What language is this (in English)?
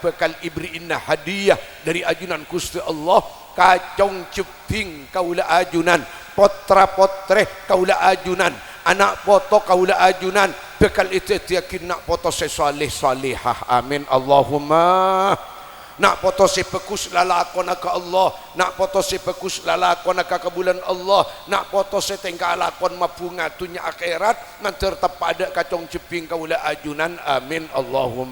Madurese